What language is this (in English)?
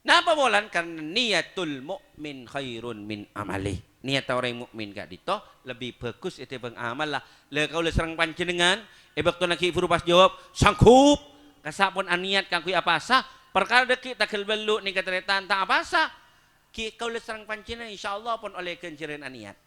Madurese